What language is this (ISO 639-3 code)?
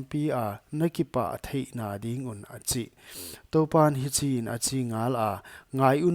pck